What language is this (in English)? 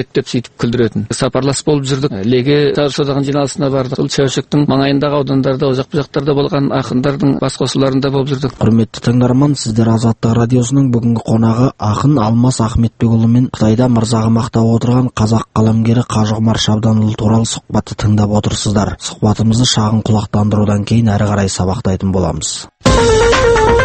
Kazakh